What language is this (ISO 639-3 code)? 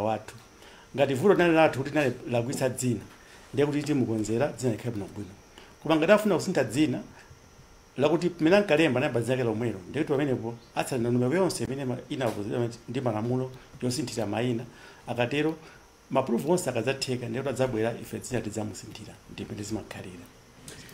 nya